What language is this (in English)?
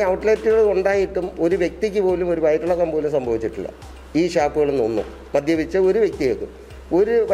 Malayalam